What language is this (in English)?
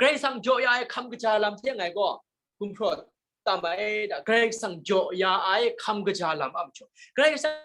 Kachin